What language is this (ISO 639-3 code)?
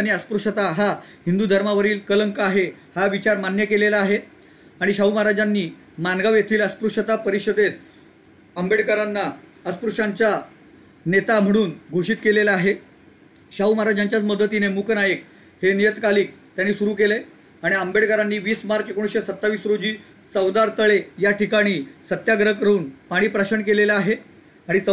mar